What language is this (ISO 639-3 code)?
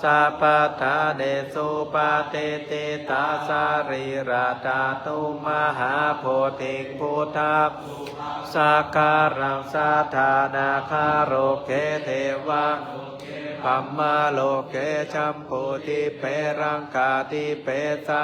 pli